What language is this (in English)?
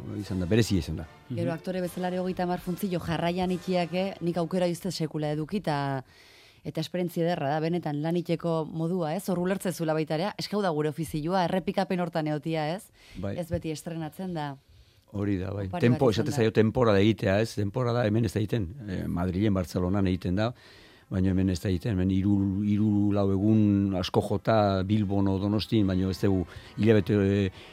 Basque